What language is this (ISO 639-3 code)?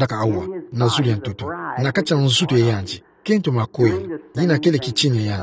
ktu